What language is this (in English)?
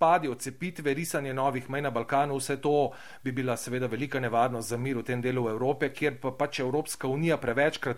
Slovenian